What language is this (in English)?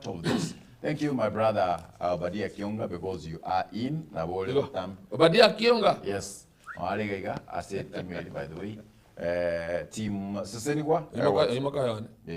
Gusii